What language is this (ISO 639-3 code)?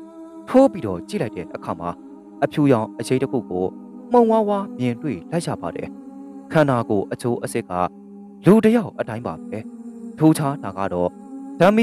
mya